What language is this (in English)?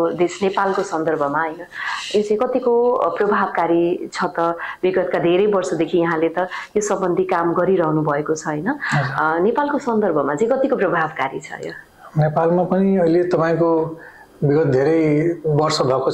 Nepali